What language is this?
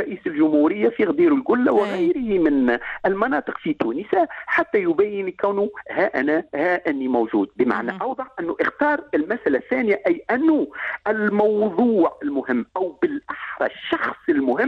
Tunisian Arabic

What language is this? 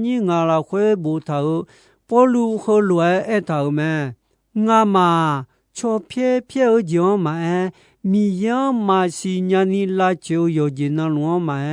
Akha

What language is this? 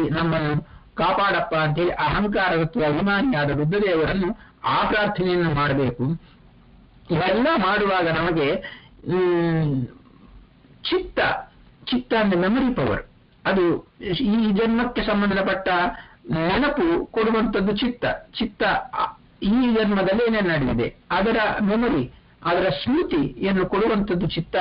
Kannada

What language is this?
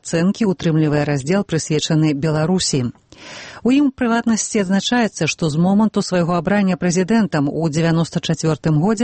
Belarusian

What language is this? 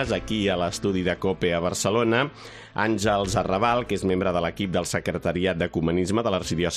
Catalan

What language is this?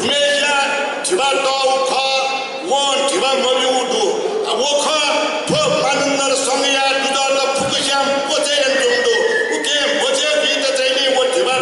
Newari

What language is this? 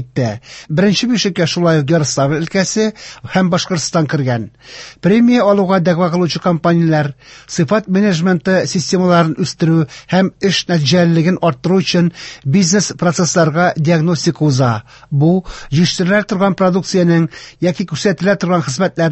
Tatar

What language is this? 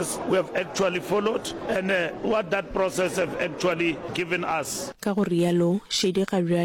Northern Sotho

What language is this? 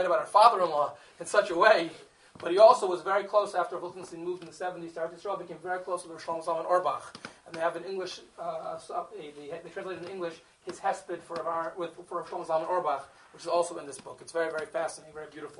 English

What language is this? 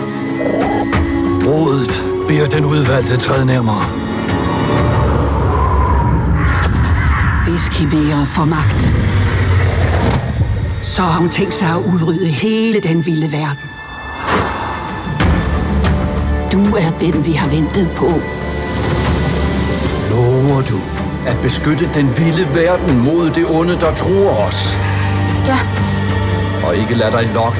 Danish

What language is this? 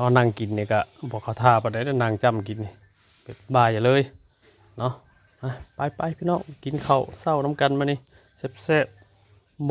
Northeastern Thai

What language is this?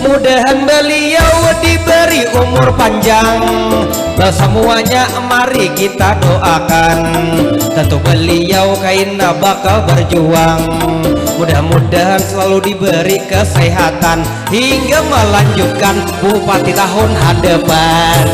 Banjar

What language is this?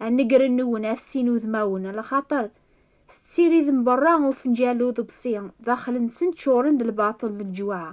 Kabyle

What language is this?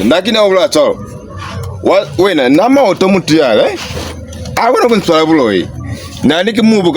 Lozi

